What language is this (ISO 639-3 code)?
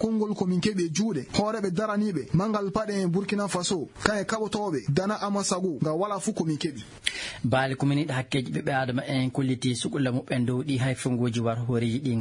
ful